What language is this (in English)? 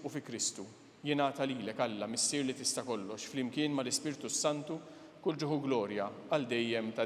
Maltese